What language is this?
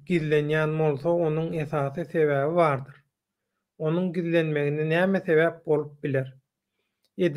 Turkmen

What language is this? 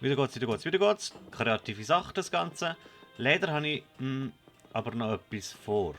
Swiss German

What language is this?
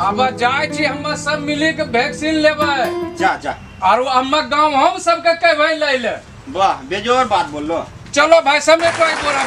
Angika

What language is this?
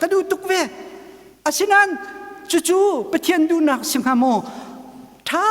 Hakha Chin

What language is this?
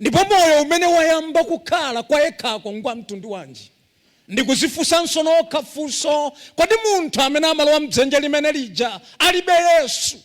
Nyanja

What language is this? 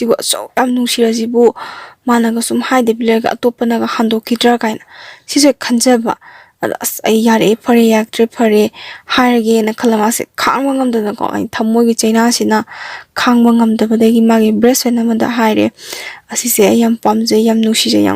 Manipuri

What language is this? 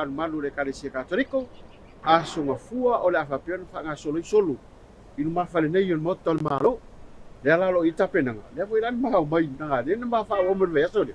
Samoan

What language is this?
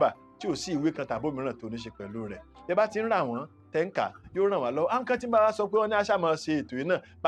Yoruba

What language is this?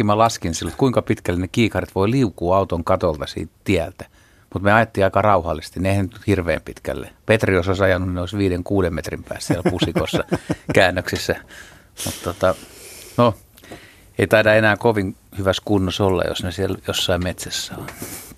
Finnish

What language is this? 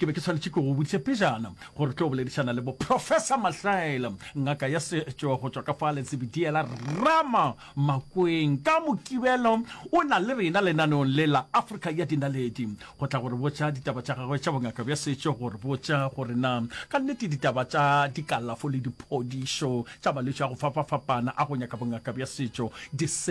Northern Sotho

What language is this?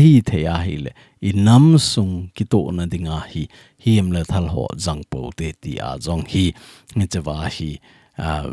Thado Chin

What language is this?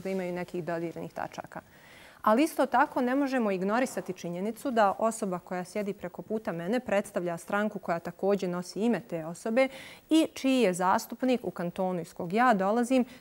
Bosnian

